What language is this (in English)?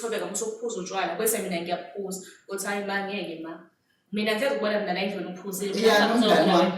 Zulu